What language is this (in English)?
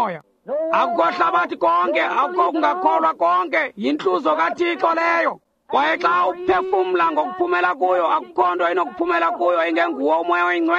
Xhosa